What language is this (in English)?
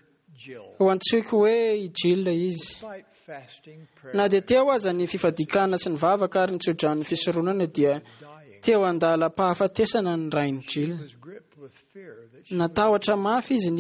Malagasy